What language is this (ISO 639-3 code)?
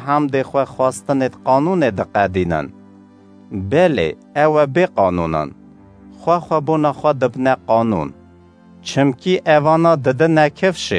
kur